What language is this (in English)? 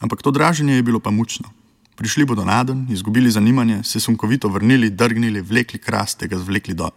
Slovenian